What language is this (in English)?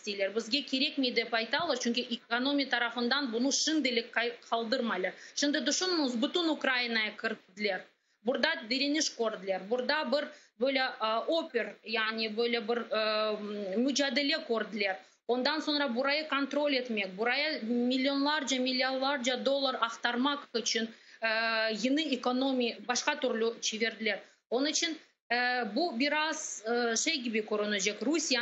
Crimean Tatar